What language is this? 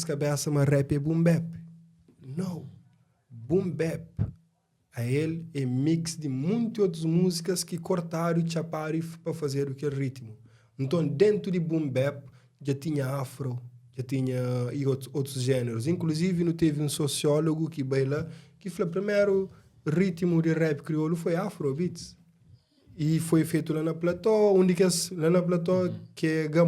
Kabuverdianu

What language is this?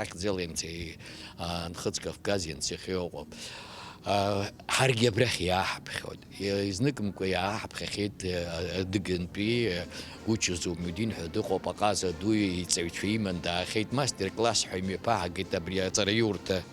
Abkhazian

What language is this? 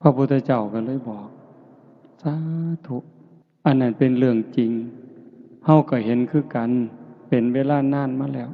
Northeastern Thai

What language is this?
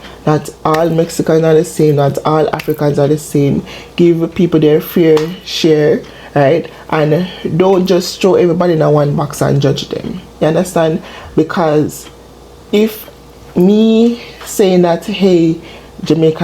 Jamaican Creole English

